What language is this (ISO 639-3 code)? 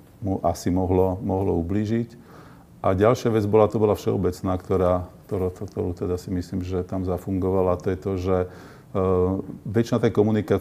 slk